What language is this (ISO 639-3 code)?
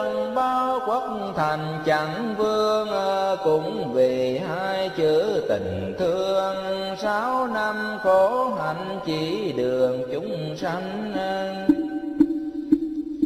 vie